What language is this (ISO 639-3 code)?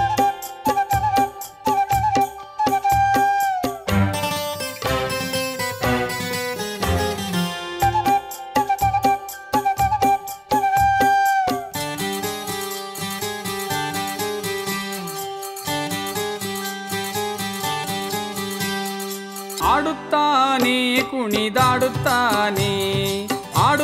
kan